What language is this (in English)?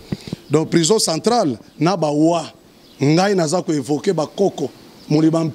Lingala